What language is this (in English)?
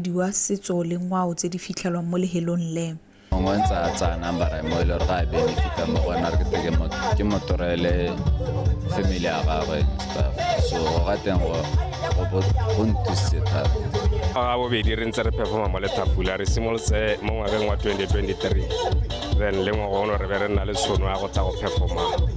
Tswana